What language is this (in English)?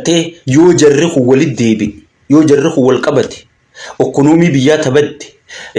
Oromo